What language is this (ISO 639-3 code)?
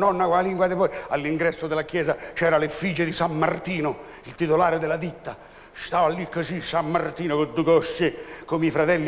ita